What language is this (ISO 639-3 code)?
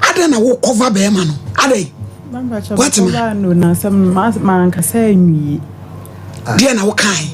aka